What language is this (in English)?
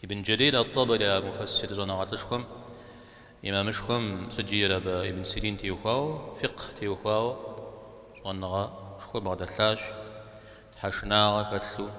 Kabardian